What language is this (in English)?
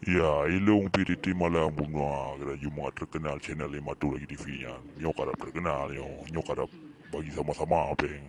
Achinese